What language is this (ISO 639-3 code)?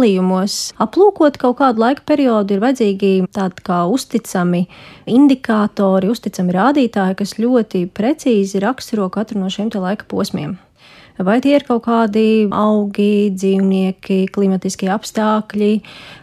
lav